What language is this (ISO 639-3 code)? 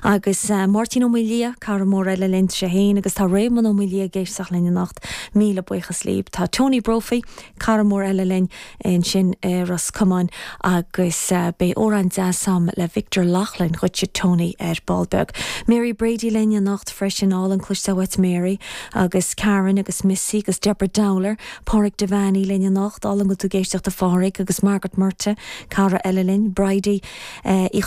gle